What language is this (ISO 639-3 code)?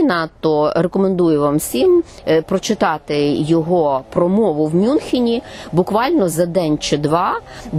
ukr